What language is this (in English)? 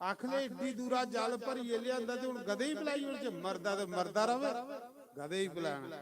Dogri